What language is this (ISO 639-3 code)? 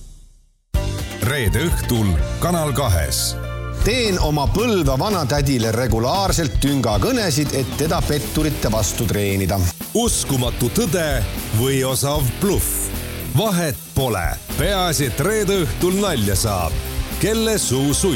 est